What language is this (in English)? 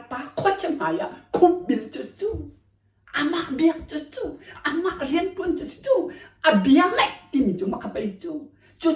Hakha Chin